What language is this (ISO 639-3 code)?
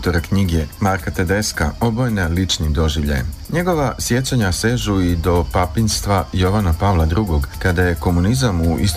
srp